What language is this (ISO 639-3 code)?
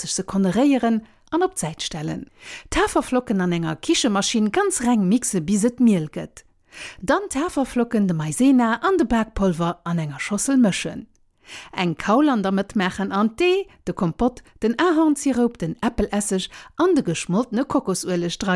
ltz